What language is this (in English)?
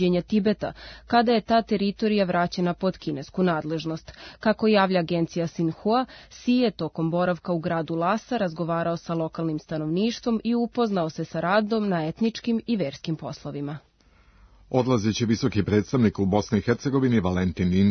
Serbian